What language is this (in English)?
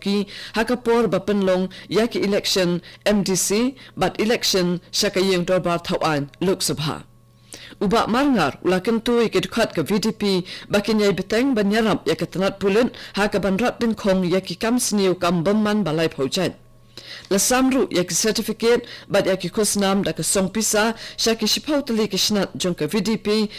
Khasi